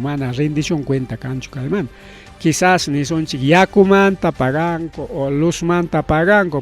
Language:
Ayacucho Quechua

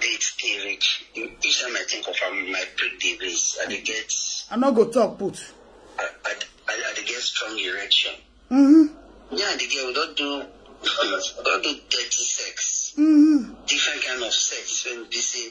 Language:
Nigerian Pidgin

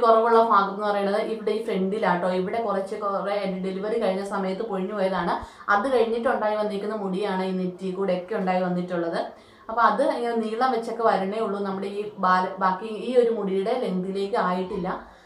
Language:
Malayalam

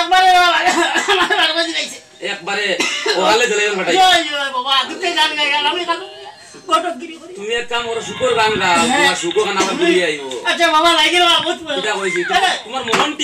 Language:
Sylheti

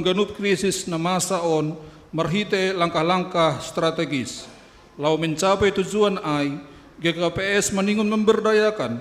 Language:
Batak Simalungun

